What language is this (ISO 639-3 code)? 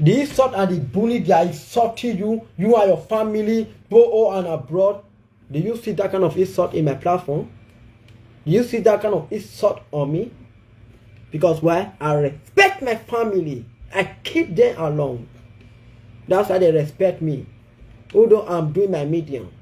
pcm